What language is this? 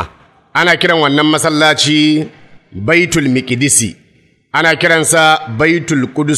Hausa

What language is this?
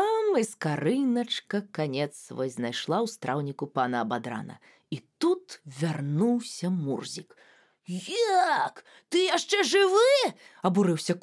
Belarusian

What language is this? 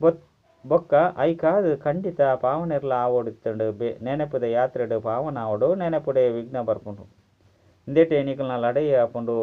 Tulu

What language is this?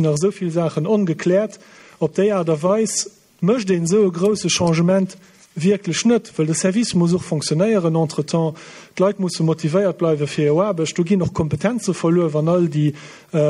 Luxembourgish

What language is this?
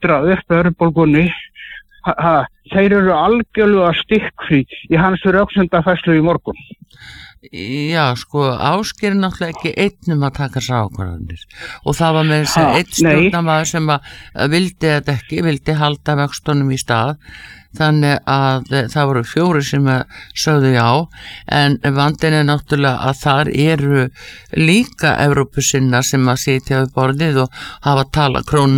Icelandic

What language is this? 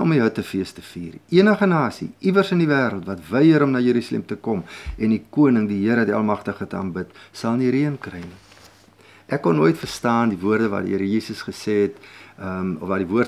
Afrikaans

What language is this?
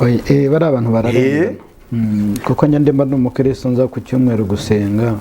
Kinyarwanda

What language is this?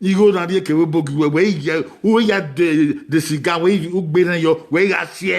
Bini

